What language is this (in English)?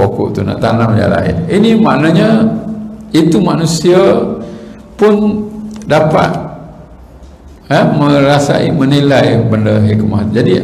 Malay